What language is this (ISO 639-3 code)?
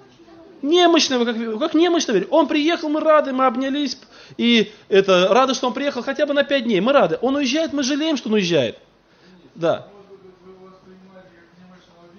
rus